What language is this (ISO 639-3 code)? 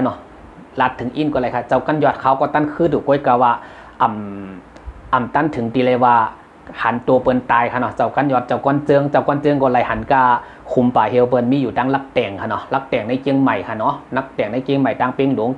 shn